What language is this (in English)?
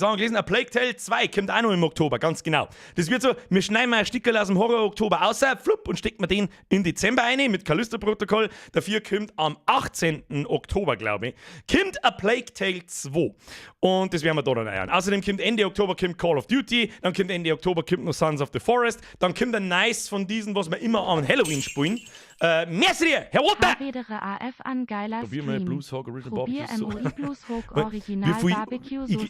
Bavarian